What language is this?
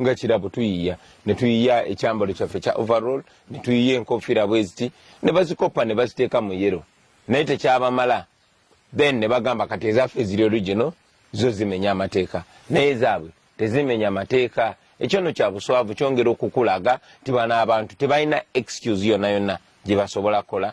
Ganda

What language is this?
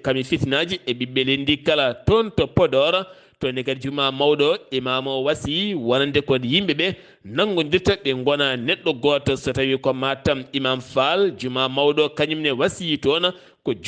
Fula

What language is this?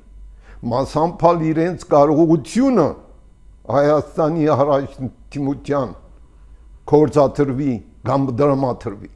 Armenian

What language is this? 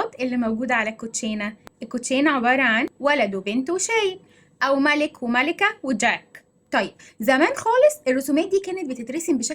Egyptian Arabic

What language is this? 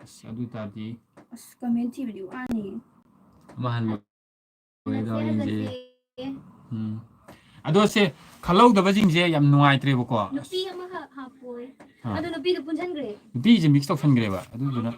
Manipuri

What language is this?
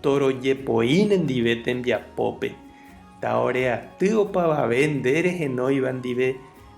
Guarani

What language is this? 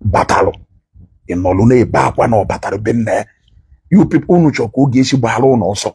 Igbo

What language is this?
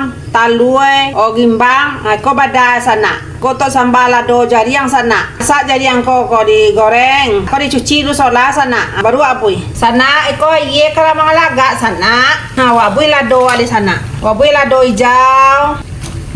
Minangkabau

